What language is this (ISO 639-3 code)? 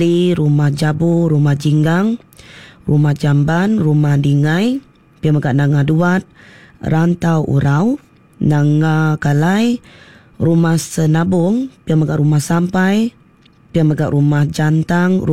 iba